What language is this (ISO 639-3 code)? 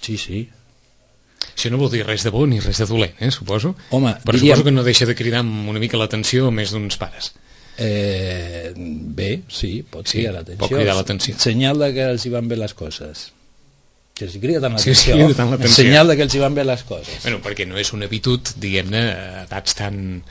cat